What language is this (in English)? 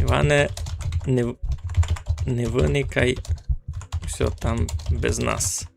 Rusyn